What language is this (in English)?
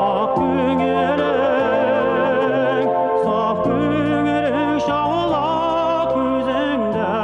Tatar